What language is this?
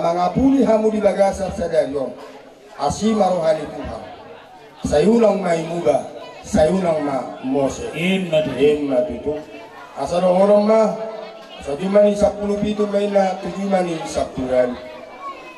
Batak Toba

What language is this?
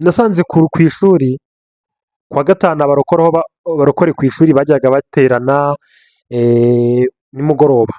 Kinyarwanda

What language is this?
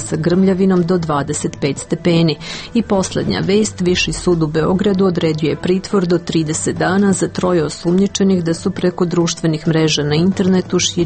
Serbian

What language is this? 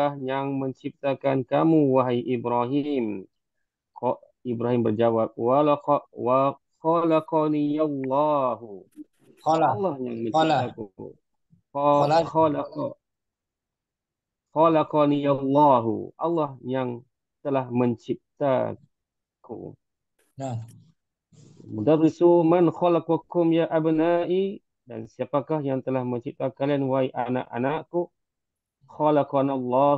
Indonesian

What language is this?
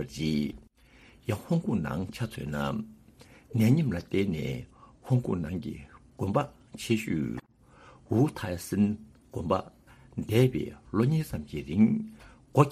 Tibetan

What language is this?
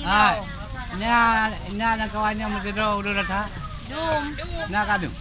Achinese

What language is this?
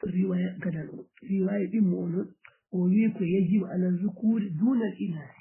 Fula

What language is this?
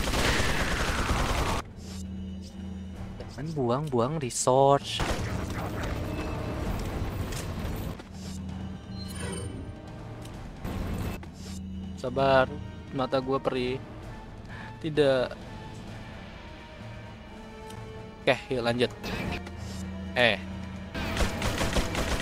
Indonesian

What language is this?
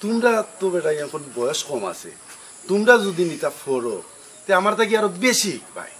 Sylheti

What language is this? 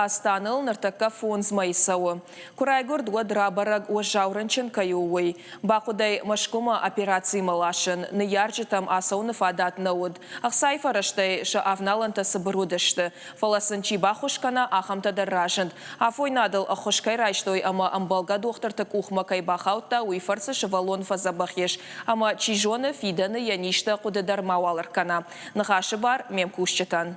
Ossetic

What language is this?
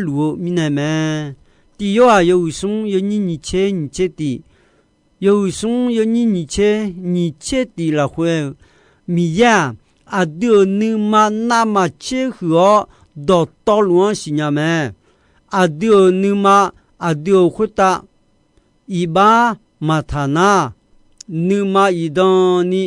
Akha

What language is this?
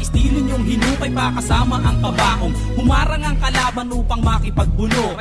Filipino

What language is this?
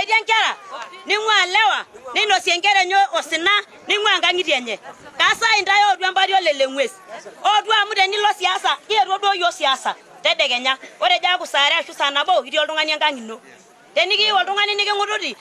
Masai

